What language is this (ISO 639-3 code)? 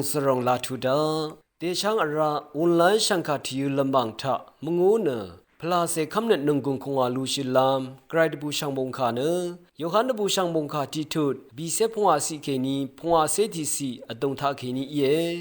raw